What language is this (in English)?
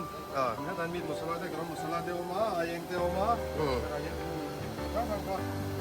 Mizo